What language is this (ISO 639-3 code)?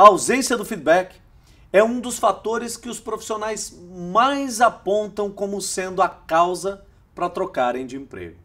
por